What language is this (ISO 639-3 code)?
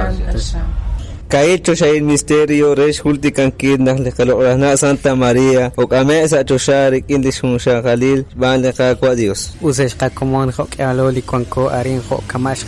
kek